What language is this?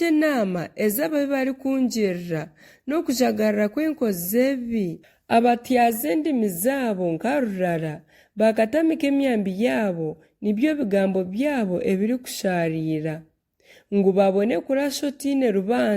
Nyankole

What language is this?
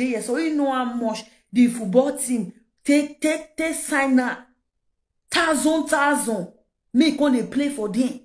Nigerian Pidgin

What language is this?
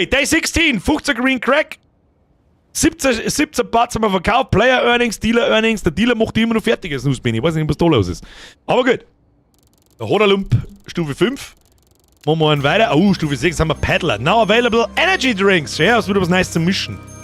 Bavarian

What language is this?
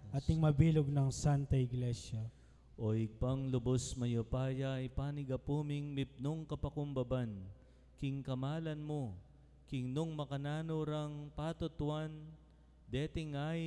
Pampanga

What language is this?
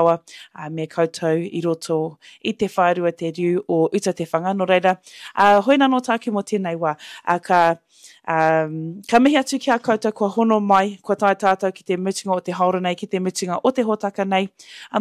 Māori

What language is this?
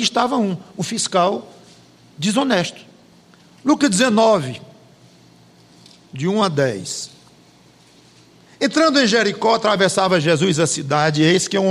Portuguese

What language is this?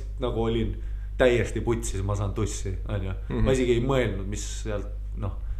Estonian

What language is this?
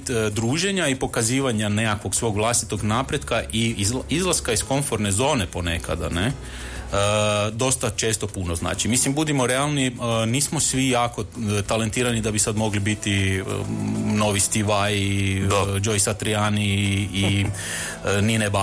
Croatian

